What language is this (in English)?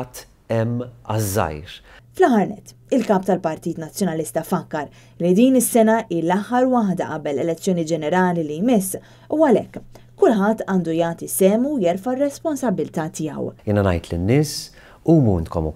Maltese